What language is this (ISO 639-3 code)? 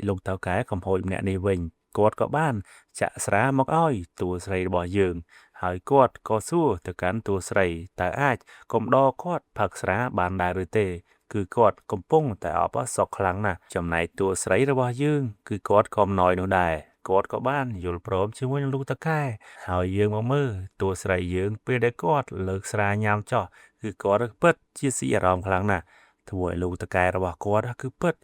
khm